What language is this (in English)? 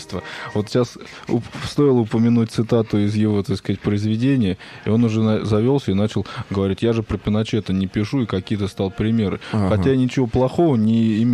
Russian